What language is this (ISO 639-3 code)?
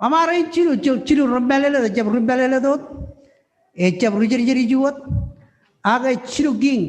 mah